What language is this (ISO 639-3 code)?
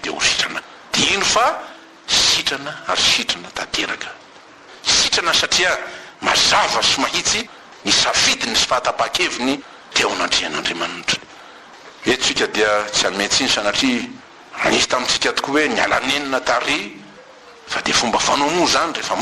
mlg